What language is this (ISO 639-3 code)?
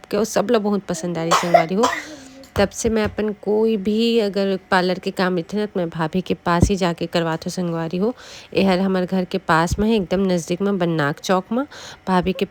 hne